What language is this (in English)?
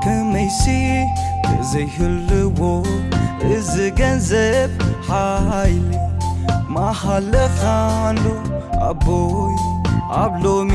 Tigrinya